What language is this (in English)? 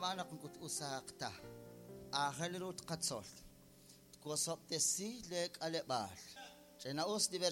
Kekchí